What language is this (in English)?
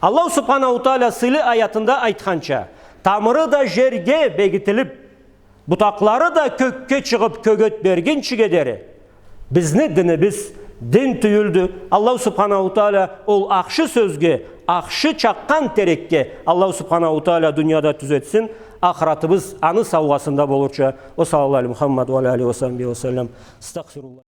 Karachay-Balkar